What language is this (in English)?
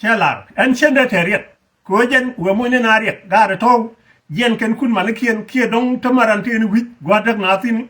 Nuer